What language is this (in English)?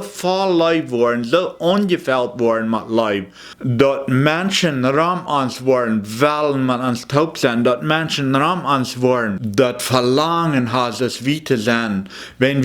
Plautdietsch